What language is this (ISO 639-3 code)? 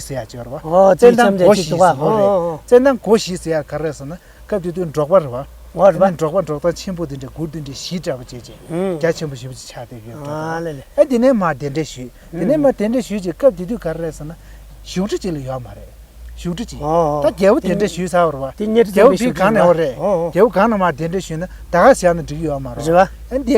bod